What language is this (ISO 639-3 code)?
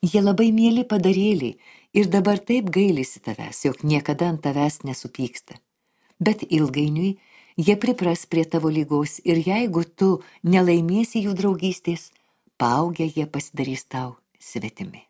lit